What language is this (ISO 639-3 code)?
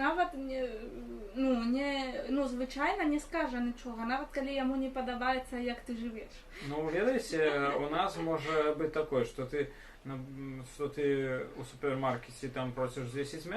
bel